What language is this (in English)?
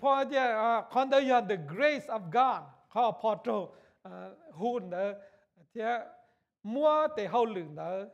Hmong